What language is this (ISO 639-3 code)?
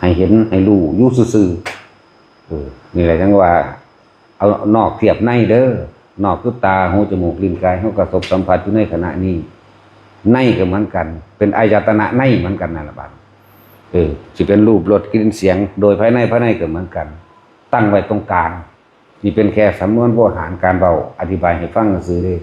tts